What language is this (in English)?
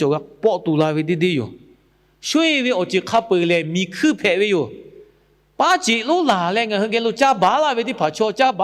Lahu